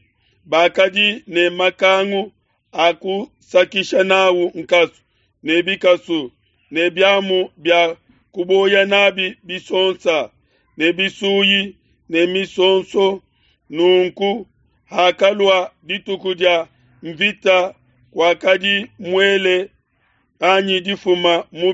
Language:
Luba-Lulua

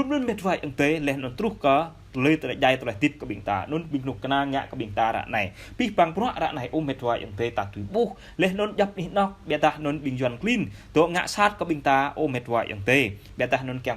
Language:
Jarai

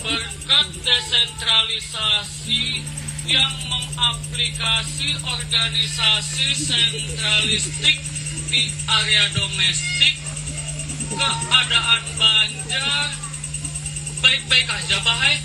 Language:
Banjar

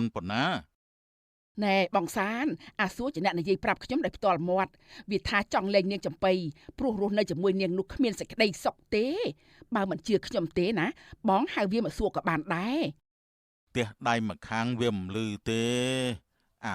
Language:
Khmer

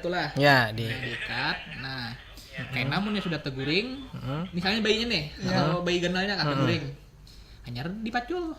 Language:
Banjar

